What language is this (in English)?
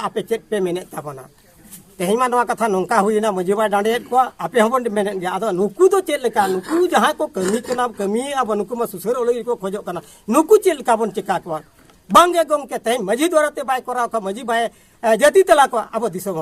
Santali